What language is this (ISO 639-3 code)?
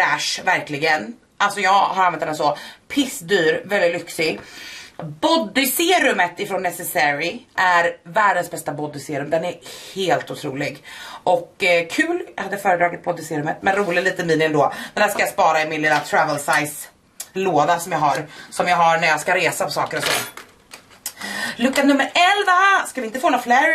swe